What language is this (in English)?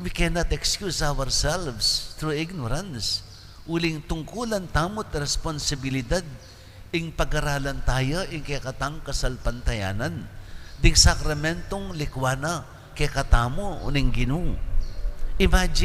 Pampanga